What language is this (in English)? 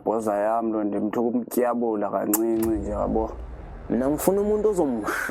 Zulu